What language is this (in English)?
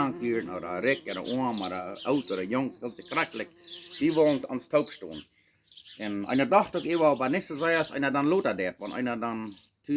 Plautdietsch